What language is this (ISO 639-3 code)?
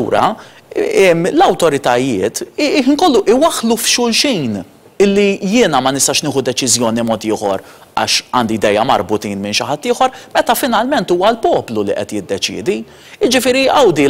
mlt